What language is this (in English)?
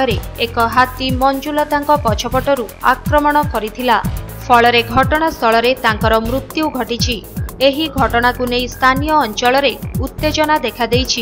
Odia